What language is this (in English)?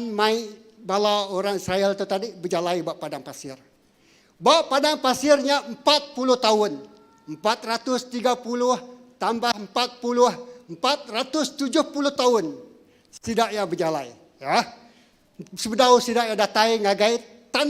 Iban